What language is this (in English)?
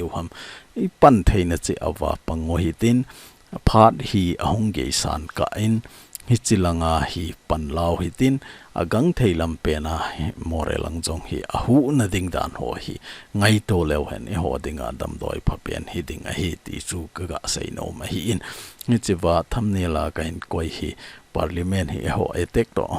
Thado Chin